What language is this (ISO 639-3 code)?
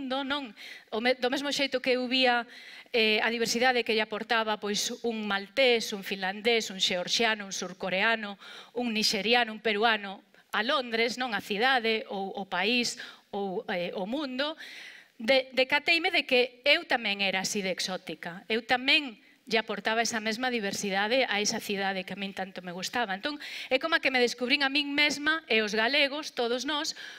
glg